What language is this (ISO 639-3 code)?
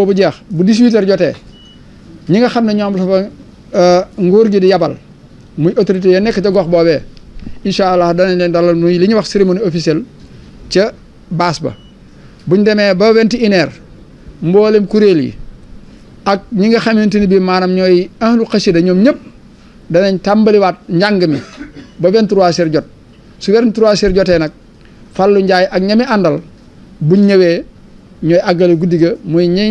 wol